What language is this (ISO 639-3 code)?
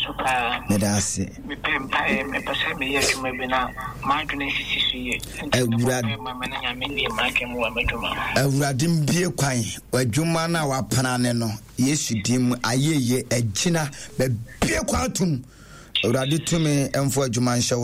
aka